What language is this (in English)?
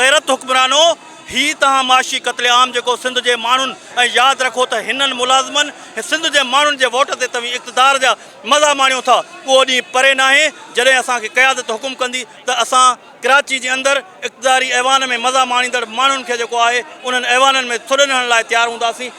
Sindhi